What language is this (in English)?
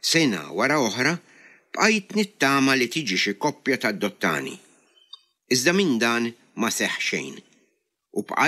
Maltese